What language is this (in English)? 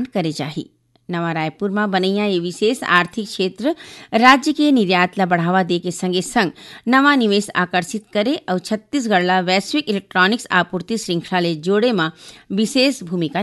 Chhattisgarhi